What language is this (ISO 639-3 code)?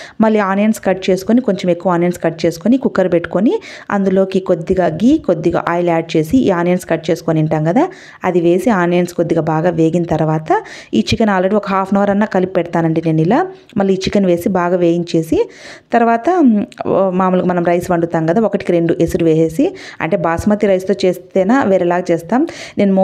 tel